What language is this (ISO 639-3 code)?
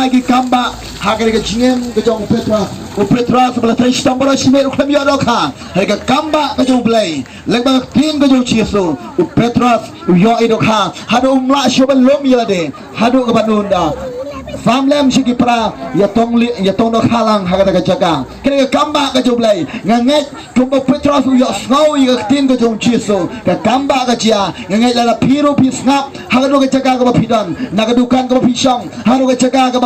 kha